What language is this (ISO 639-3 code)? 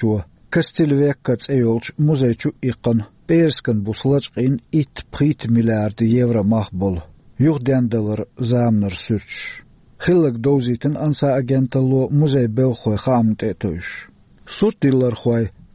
che